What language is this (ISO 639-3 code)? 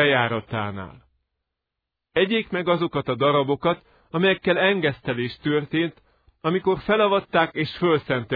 hun